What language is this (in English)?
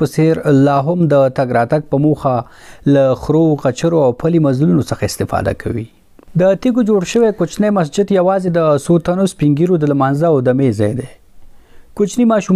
Pashto